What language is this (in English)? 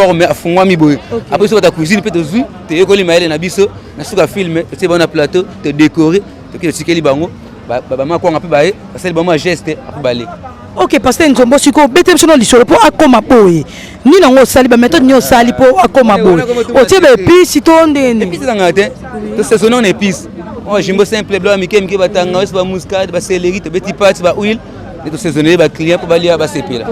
Lingala